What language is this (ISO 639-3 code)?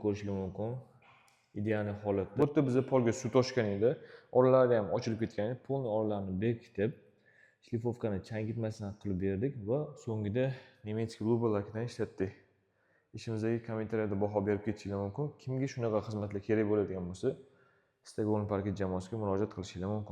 uzb